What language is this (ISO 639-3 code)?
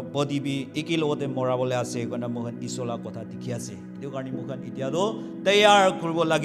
nag